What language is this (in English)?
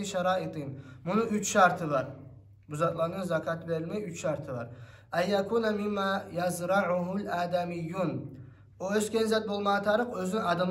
Kumyk